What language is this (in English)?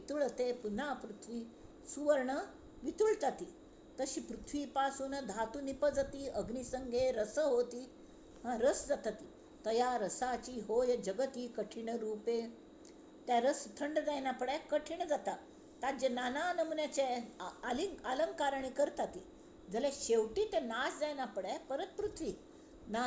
Konkani